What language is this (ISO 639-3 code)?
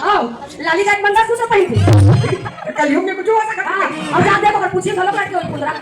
hne